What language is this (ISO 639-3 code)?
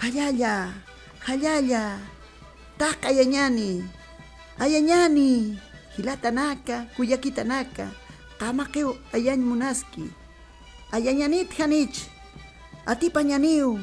aym